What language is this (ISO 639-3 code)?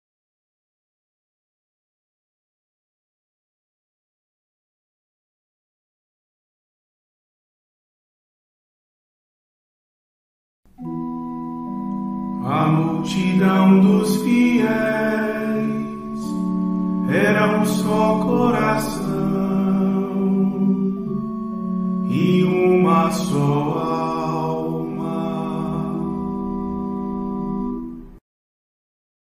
por